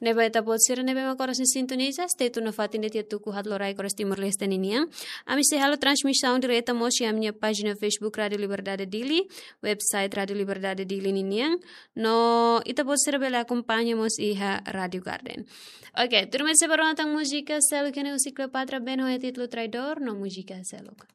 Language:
Tetum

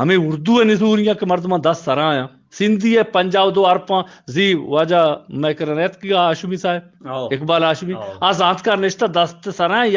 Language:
Eastern Balochi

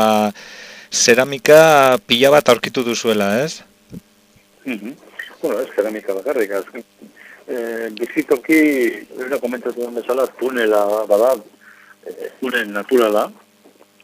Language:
Basque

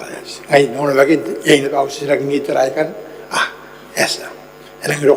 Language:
Gilbertese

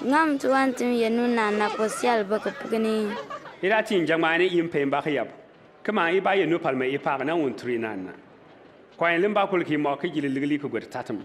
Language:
Bimoba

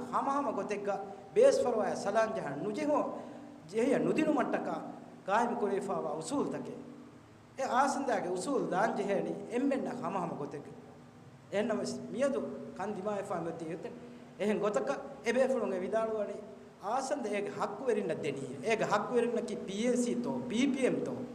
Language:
Divehi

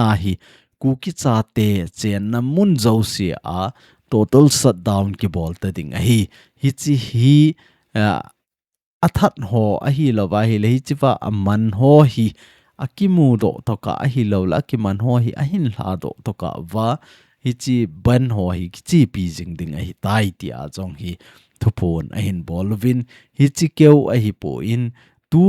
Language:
Thado Chin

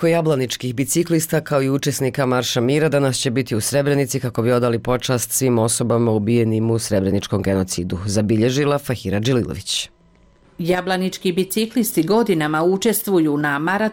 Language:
Bosnian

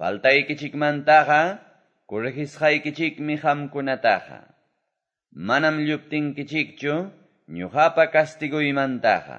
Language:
Quechua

